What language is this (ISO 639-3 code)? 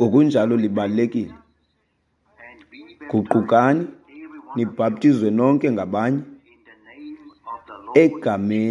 xho